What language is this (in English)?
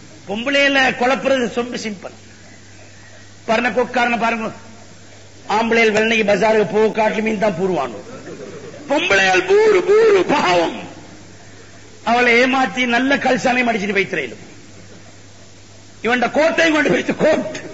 Tamil